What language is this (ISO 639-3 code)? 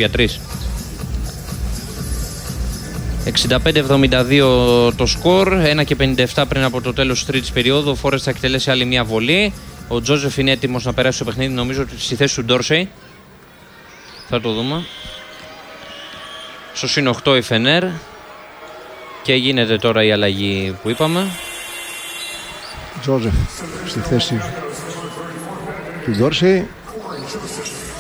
ell